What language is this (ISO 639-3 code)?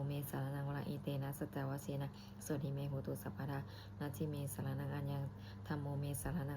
pli